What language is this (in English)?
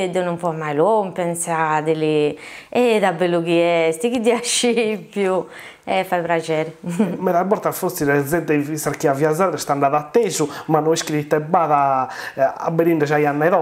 Sardinian